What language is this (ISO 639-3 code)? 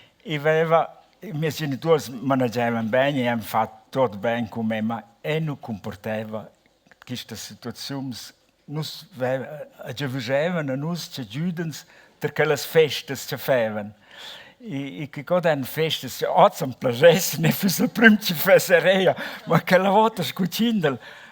roh